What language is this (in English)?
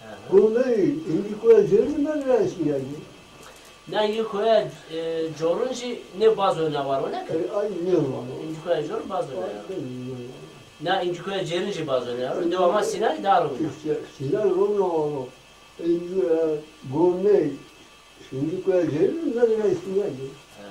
Zaza